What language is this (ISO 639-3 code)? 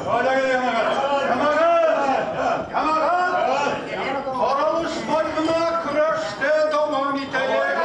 bak